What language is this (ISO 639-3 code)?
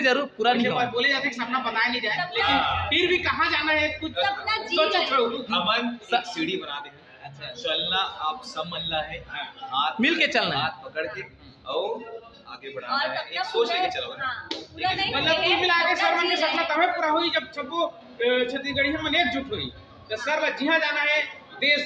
hne